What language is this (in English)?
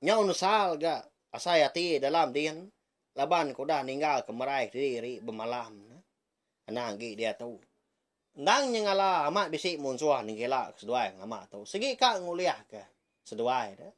Iban